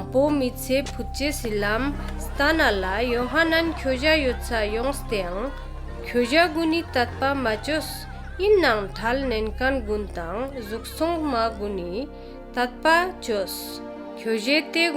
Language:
Ladakhi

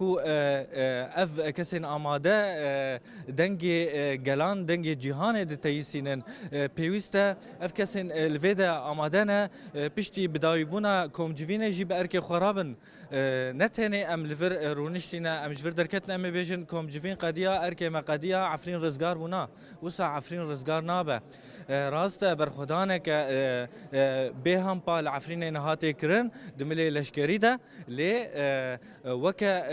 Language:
Kurdish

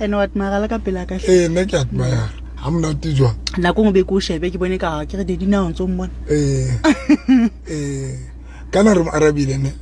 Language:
Southern Sotho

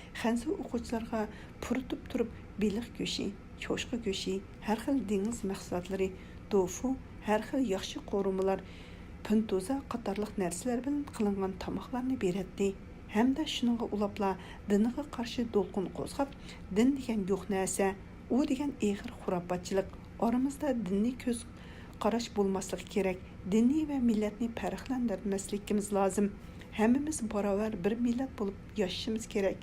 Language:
Uyghur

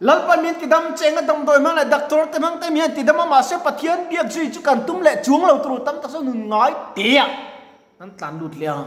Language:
Mizo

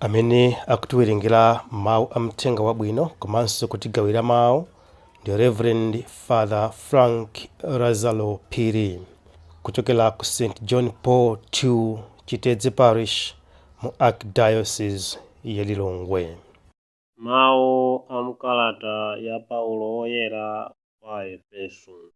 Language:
Nyanja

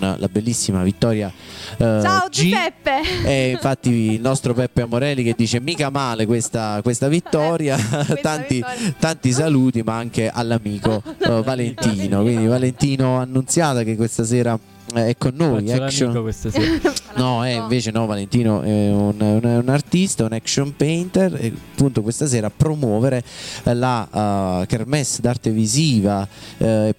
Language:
Italian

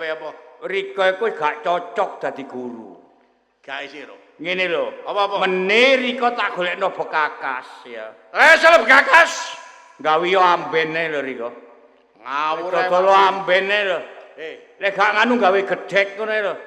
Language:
Javanese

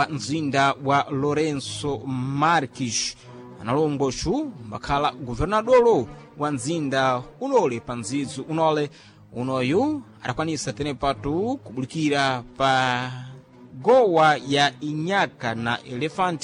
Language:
Sena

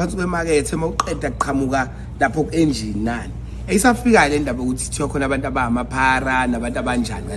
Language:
Zulu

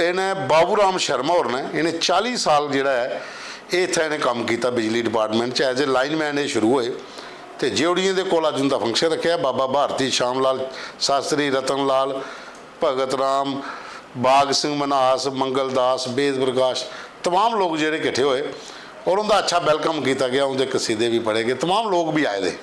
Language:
Dogri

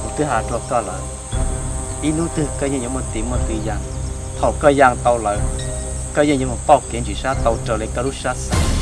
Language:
Hmong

